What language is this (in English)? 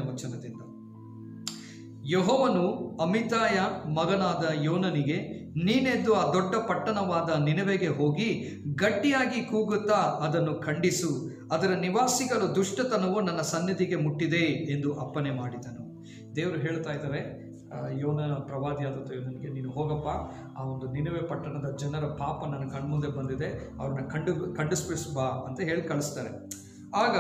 Kannada